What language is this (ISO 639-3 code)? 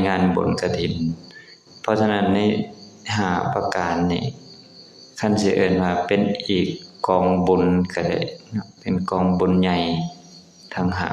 lao